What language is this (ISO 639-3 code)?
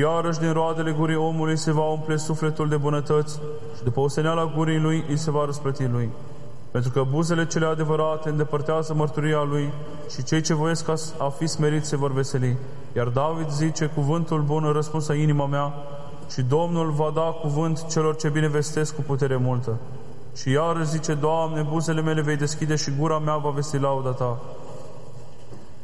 ron